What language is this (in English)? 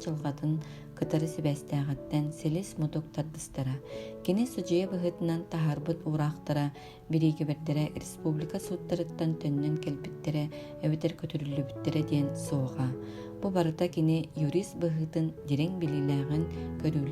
Yakut